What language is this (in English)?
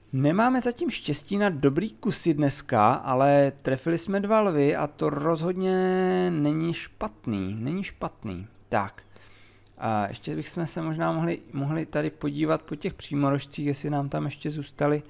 Czech